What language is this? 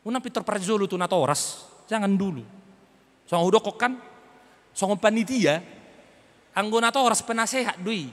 Batak Toba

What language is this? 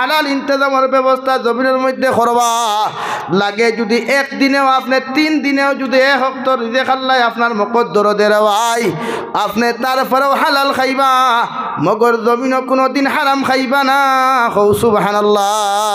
Sylheti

